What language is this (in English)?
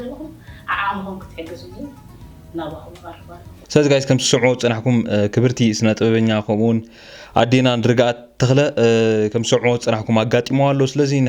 Tigrinya